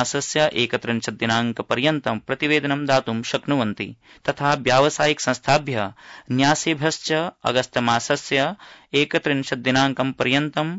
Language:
Sanskrit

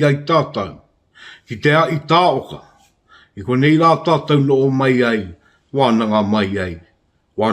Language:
Māori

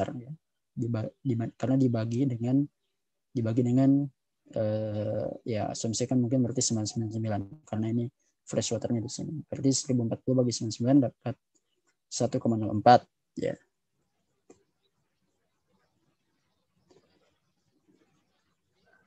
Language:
Indonesian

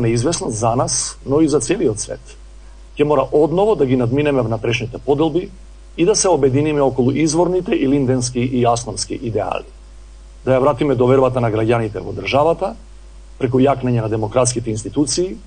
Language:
Macedonian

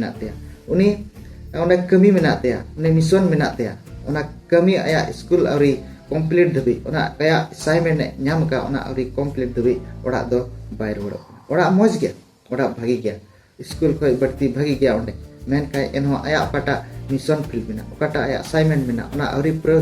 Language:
Santali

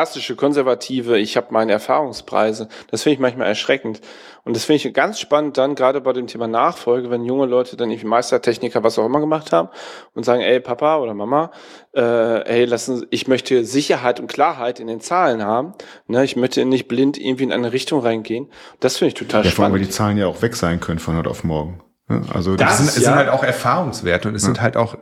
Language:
German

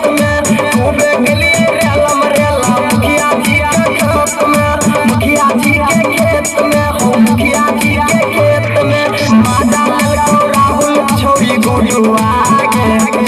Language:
Maithili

